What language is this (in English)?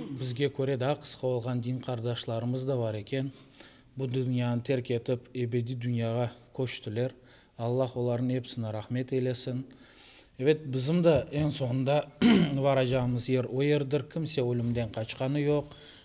Crimean Tatar